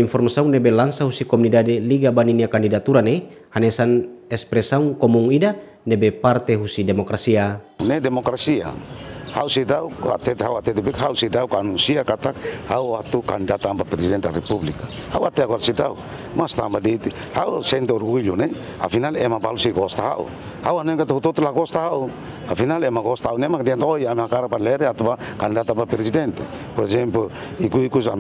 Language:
Tetum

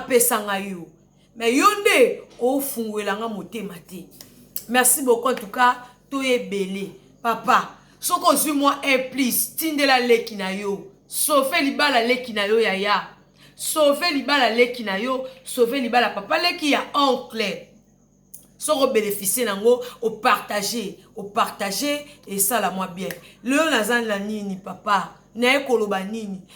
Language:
Lingala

